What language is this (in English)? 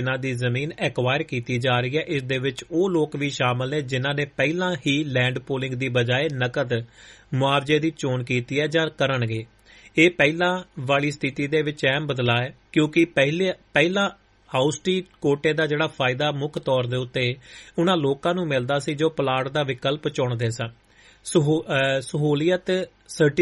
Punjabi